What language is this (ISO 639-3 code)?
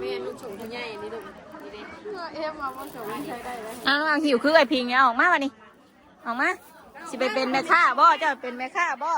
tts